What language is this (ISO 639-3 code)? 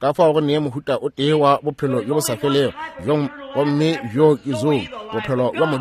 nso